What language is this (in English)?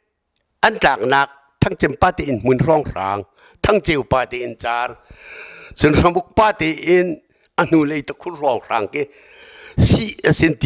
Hakha Chin